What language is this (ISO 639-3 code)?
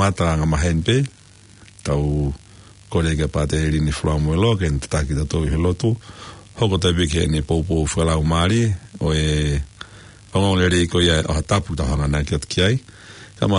ton